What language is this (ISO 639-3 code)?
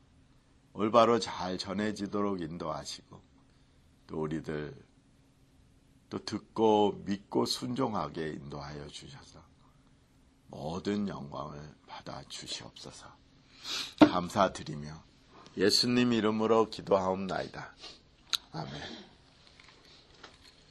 kor